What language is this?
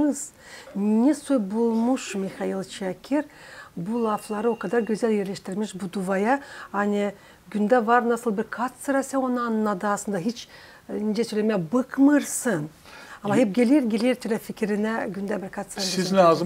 Gagauz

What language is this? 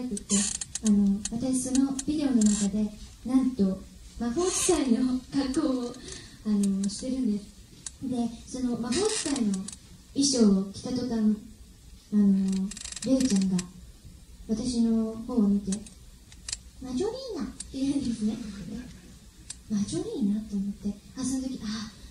Japanese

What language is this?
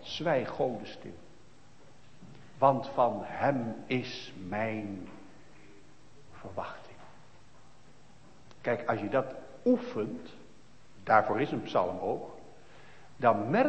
Dutch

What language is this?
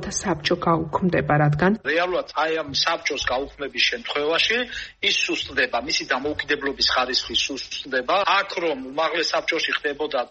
Georgian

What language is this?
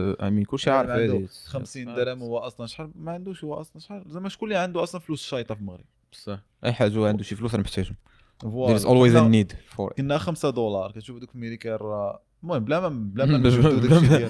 Moroccan Arabic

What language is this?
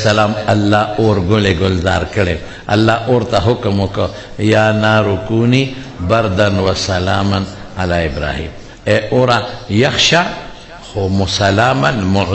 Pashto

